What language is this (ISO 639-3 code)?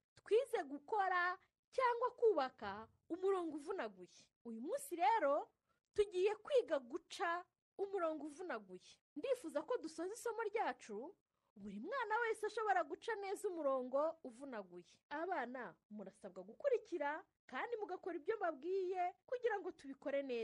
kin